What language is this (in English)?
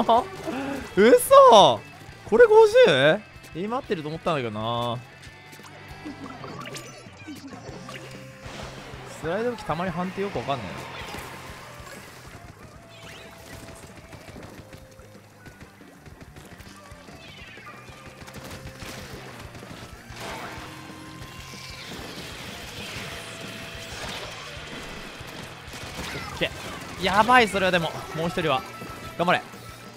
Japanese